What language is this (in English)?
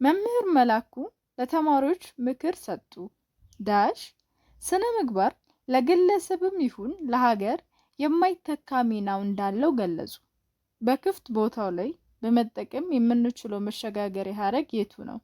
Amharic